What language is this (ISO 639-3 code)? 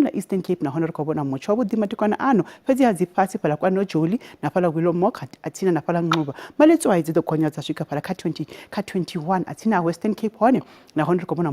ven